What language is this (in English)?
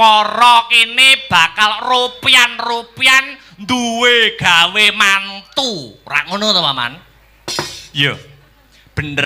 Javanese